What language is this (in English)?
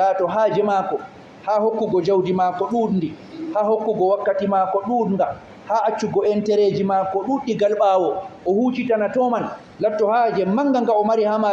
Fula